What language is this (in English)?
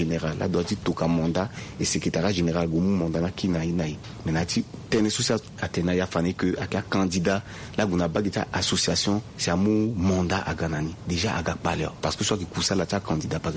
Sango